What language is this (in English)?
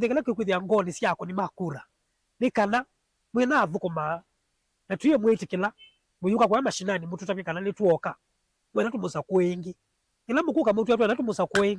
Kamba